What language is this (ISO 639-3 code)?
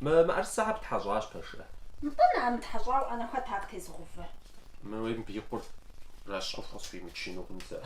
kbd